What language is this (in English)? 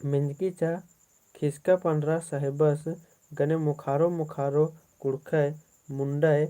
Kurukh